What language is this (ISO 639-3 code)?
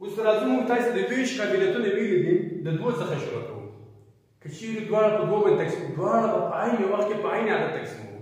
pus